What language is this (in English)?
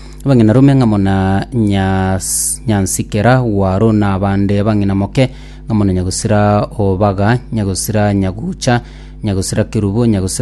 Gusii